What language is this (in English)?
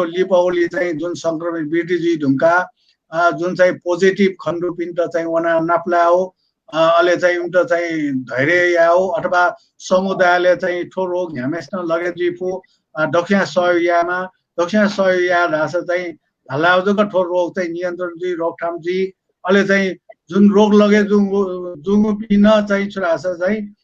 Newari